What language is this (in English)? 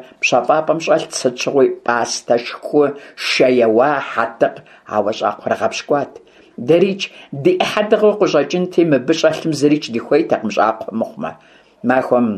Kabardian